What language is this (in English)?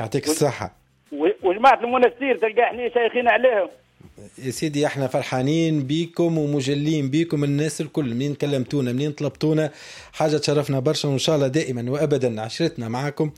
Tunisian Arabic